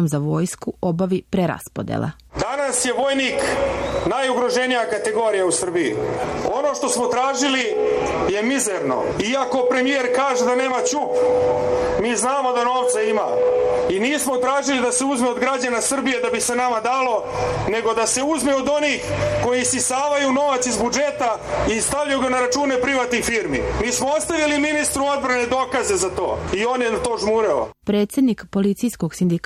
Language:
Serbian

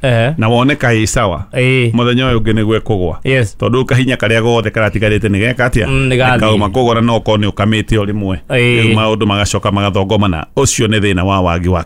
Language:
Kikuyu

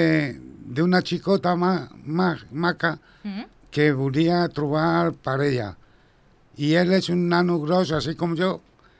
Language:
Catalan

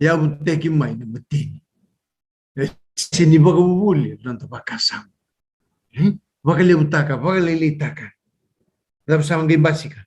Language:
Fijian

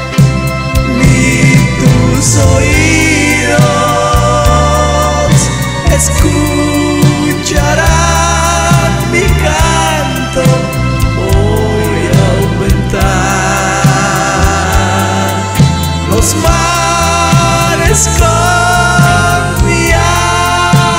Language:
Spanish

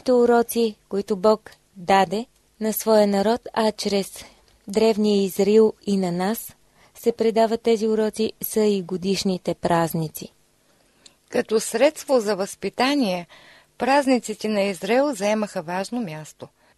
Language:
Bulgarian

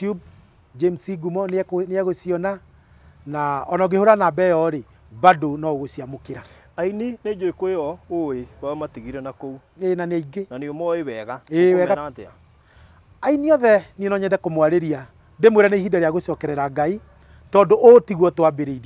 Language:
Kikuyu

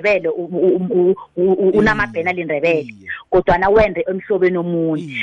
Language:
South Ndebele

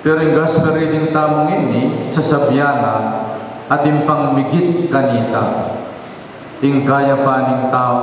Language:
Pampanga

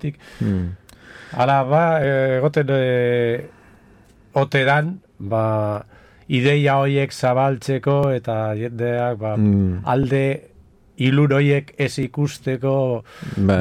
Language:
Basque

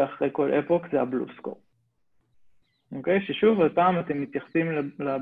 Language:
Hebrew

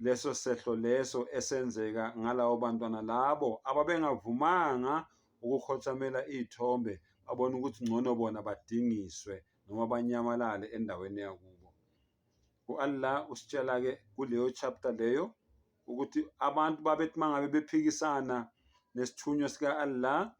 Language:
Zulu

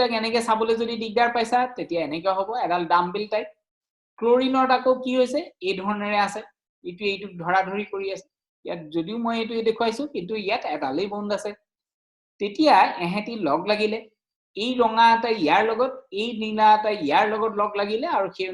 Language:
Assamese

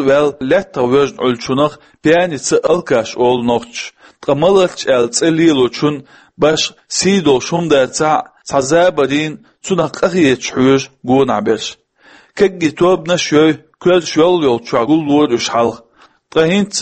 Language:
Chechen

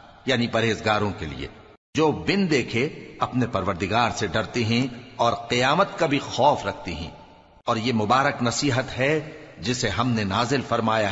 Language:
Urdu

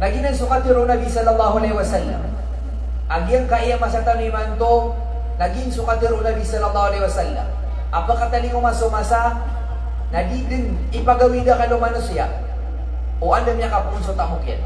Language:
Maranao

